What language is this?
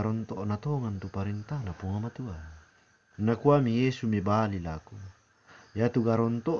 Toraja-Sa'dan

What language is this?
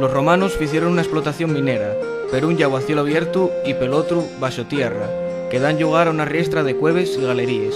Asturian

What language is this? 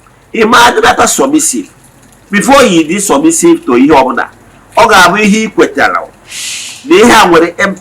Igbo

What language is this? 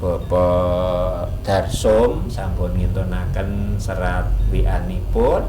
Javanese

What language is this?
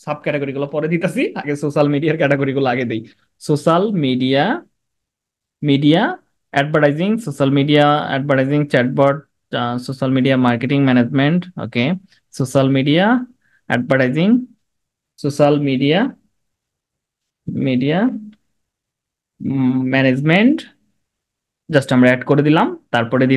Bangla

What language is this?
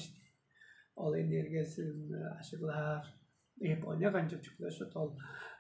Tuvinian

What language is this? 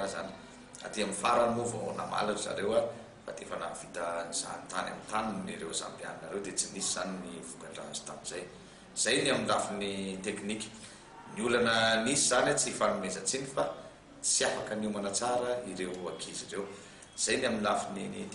Malagasy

